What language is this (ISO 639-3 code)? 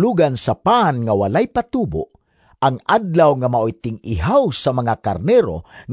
ceb